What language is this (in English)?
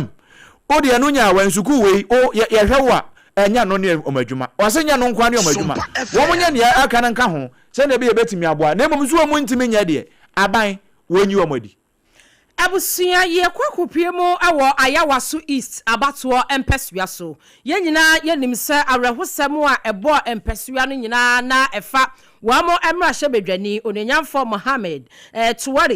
Akan